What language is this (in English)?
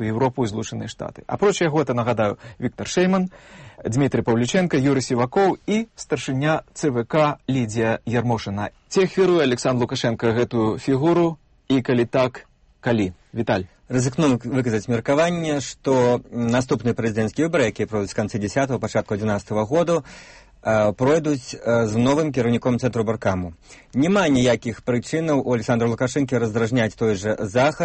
Belarusian